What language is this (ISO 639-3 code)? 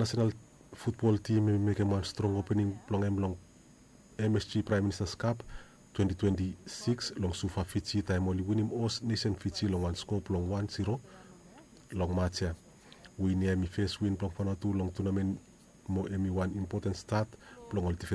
bis